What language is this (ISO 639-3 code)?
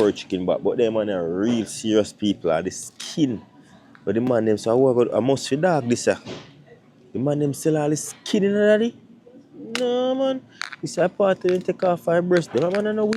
jam